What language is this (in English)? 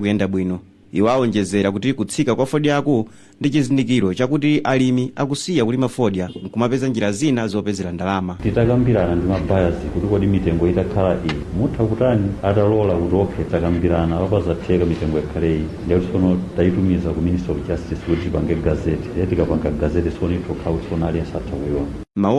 Nyanja